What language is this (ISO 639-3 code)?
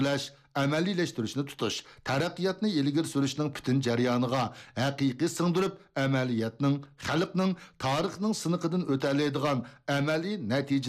uig